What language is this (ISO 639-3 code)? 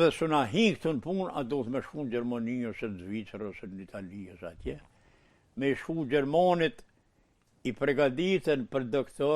sqi